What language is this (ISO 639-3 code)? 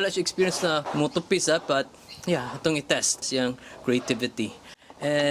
ceb